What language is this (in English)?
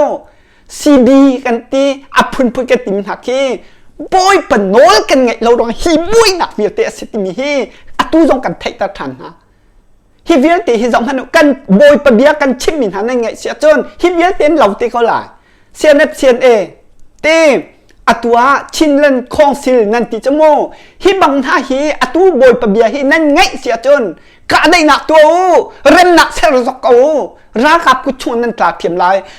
Hakha Chin